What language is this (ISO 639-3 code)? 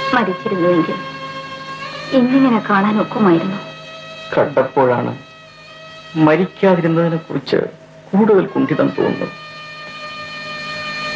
mal